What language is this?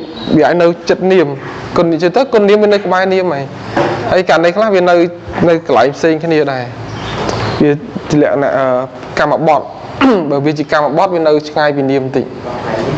Khmer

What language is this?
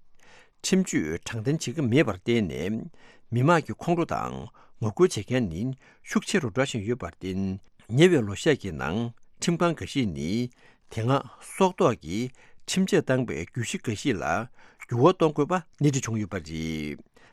Tibetan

